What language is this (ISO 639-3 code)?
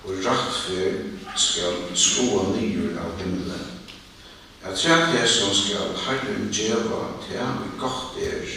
fao